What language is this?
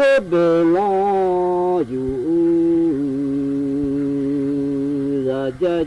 Akha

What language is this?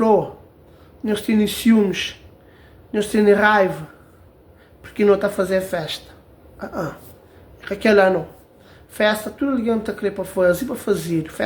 Kabuverdianu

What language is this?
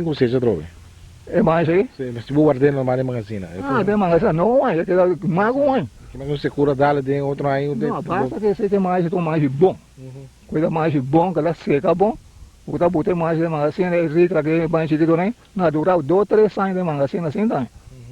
Papiamento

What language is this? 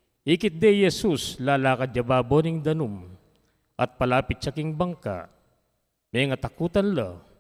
Pampanga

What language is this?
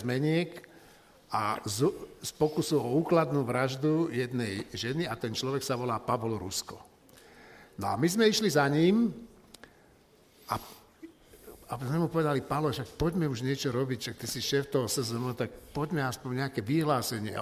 Slovak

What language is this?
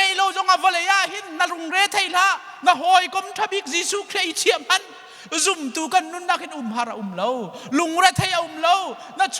Hakha Chin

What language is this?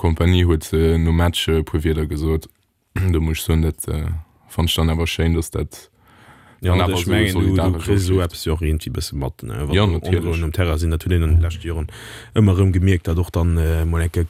Luxembourgish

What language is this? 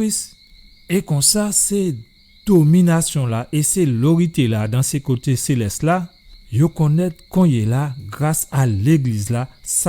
Guadeloupean Creole French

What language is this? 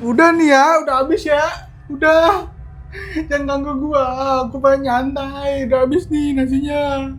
Betawi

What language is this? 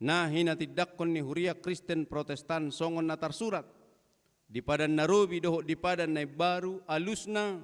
Batak Toba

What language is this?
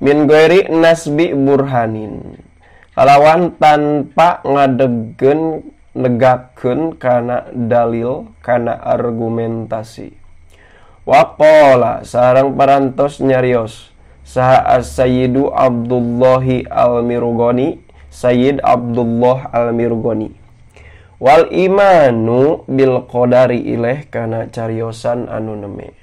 Sundanese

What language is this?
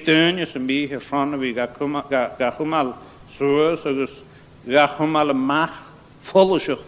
Scottish Gaelic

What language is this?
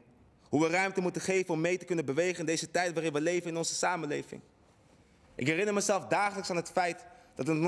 Dutch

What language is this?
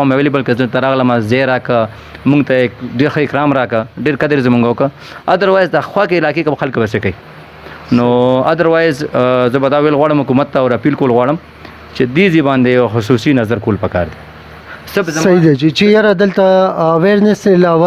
Pashto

